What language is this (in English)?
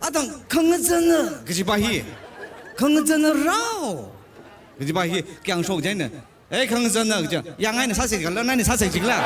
Tangkhul Naga (India)